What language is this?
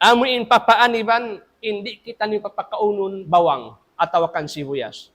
Tausug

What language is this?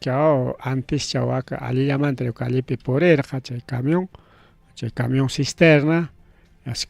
Ayacucho Quechua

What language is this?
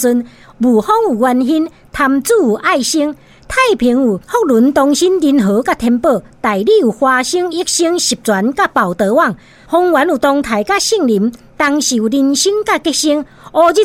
Min Nan Chinese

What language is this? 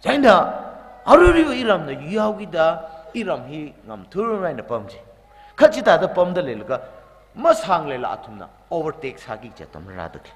Tangkhul Naga (India)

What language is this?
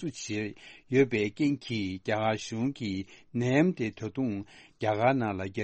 Tibetan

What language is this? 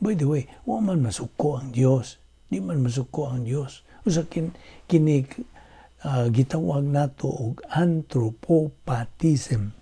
Cebuano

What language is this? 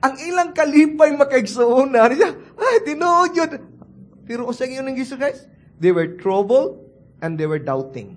Cebuano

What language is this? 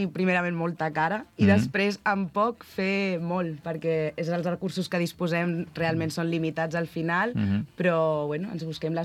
Catalan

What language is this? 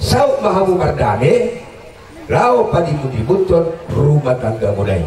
Batak Toba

